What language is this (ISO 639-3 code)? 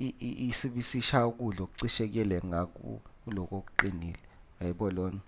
zul